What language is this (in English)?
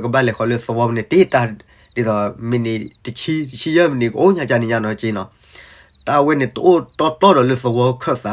S'gaw Karen